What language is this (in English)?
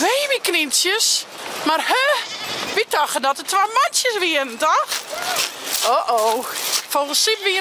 Western Frisian